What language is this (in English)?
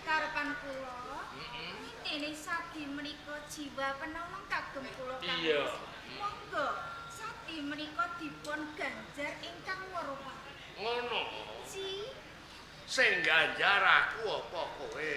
Javanese